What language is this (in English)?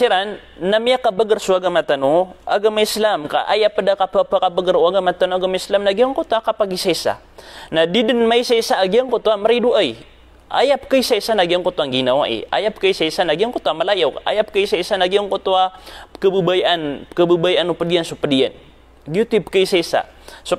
Maranao